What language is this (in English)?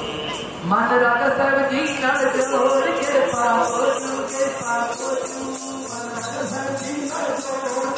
Punjabi